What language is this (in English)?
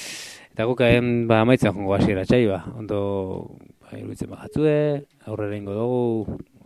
Basque